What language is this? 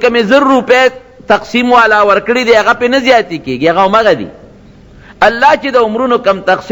Pashto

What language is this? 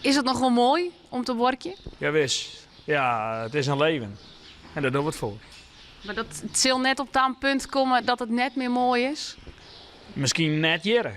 Western Frisian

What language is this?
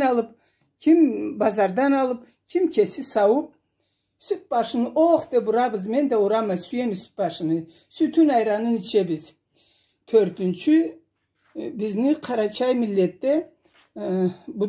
Karachay-Balkar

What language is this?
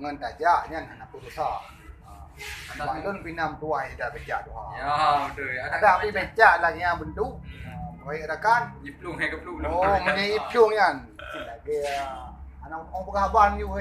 Achinese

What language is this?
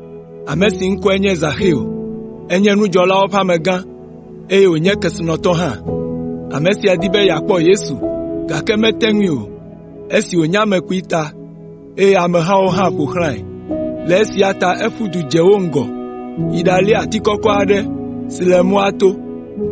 Ewe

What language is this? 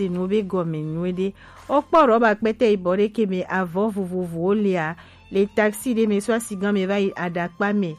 Gen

